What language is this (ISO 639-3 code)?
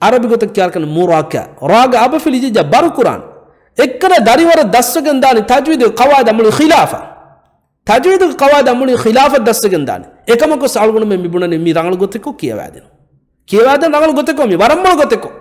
div